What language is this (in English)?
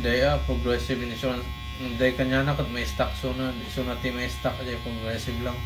Iloko